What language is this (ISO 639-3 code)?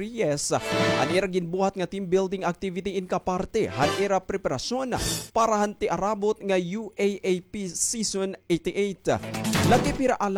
war